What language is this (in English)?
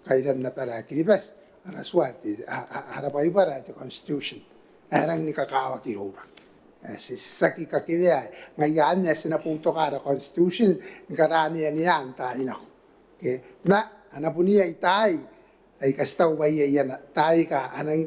Gilbertese